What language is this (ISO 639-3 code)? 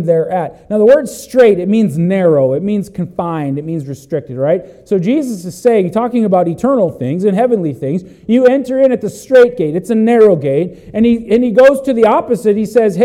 eng